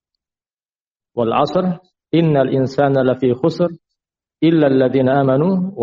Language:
Indonesian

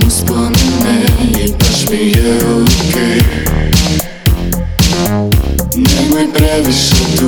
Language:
Croatian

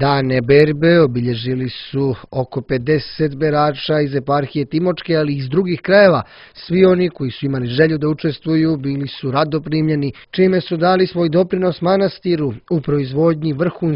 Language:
Serbian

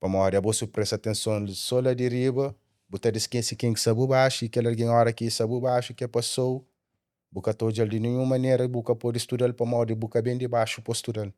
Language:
Kabuverdianu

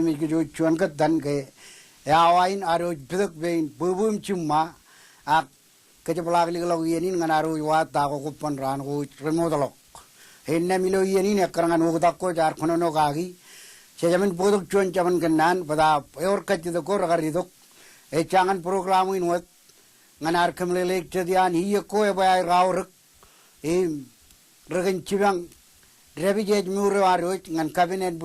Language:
Marshallese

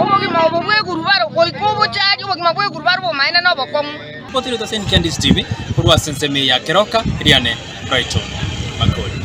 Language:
Gusii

